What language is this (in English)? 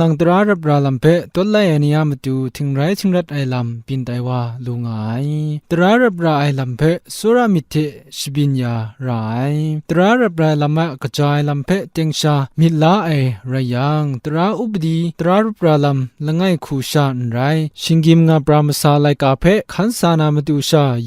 Kachin